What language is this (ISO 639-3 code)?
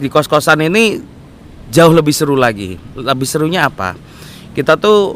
ind